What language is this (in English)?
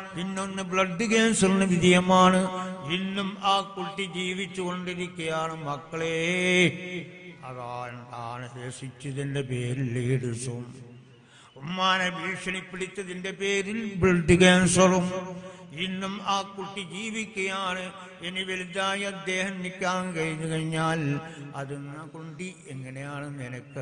Malayalam